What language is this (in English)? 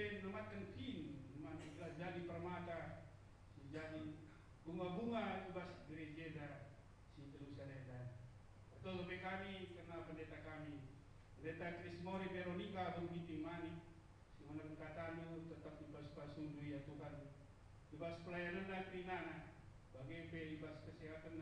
Batak Karo